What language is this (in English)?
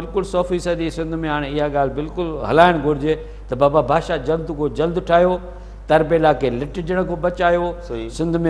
Sindhi